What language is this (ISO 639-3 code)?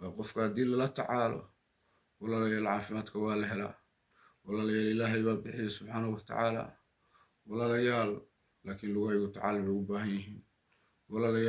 som